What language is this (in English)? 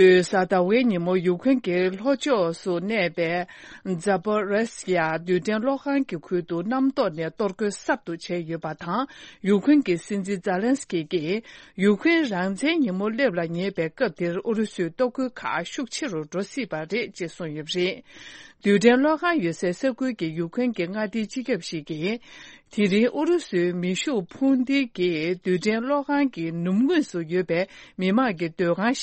Tibetan